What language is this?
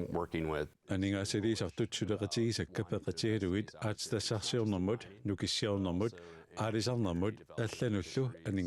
Kalaallisut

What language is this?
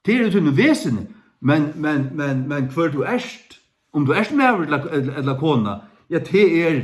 Faroese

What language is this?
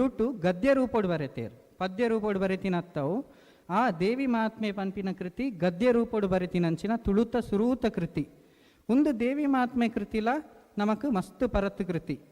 Tulu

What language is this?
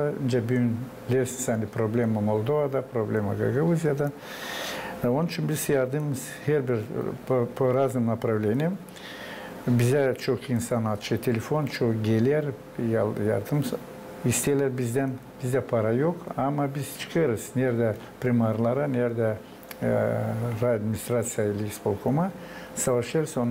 Gagauz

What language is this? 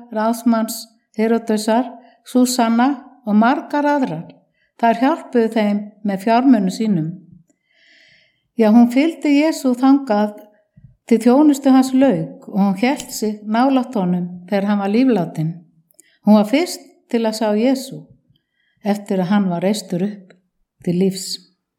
Icelandic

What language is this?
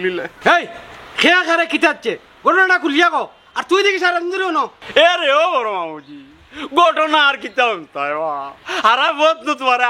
Sylheti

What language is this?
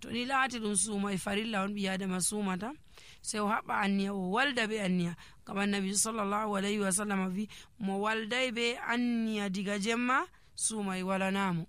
Nigerian Fulfulde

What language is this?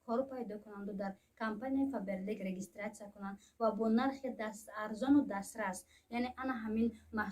Tajik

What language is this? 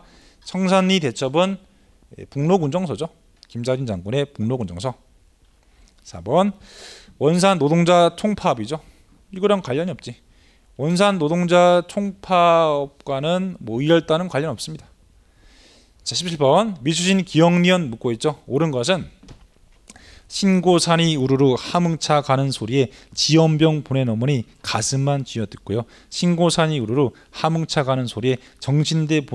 Korean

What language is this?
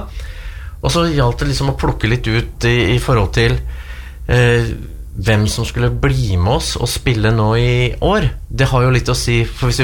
Norwegian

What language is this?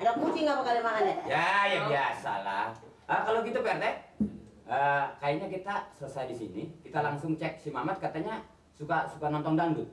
Betawi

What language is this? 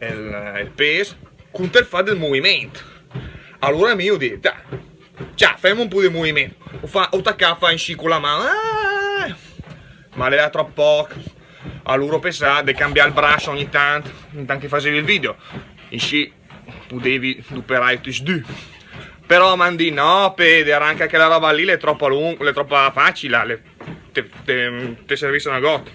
Lombard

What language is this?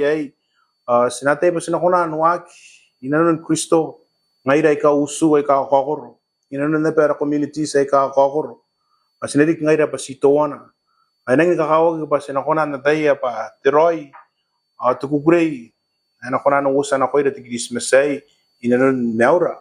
Gilbertese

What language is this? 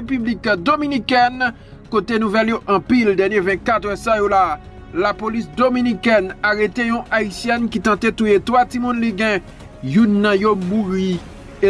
Haitian Creole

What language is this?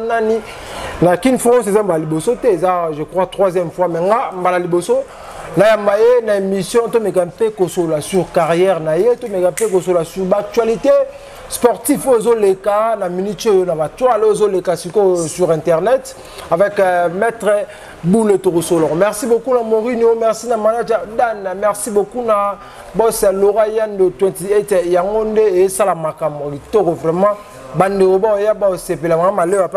Lingala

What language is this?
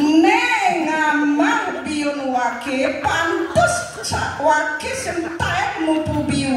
Balinese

